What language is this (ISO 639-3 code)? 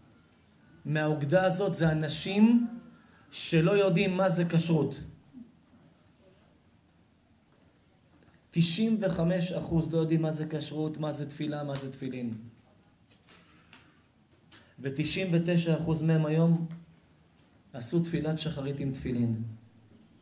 heb